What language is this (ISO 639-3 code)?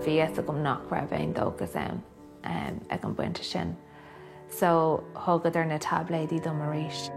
gle